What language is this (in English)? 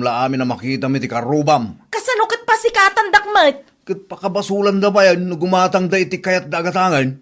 Iloko